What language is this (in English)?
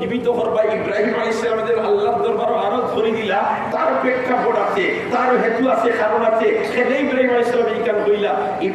Sylheti